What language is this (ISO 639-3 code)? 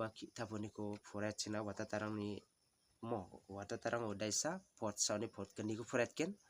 grt